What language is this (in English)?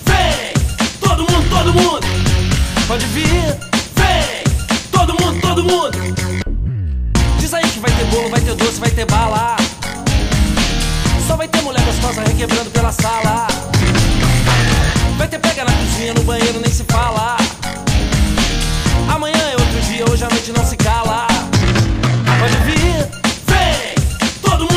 Portuguese